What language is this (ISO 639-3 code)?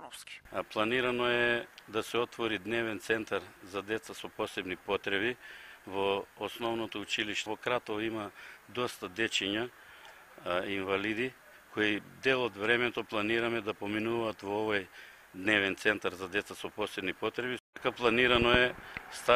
mkd